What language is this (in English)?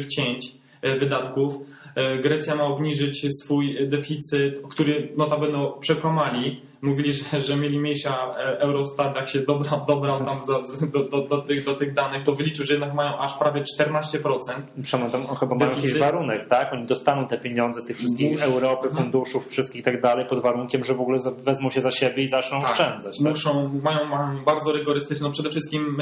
Polish